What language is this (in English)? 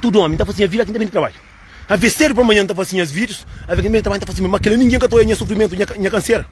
Kabuverdianu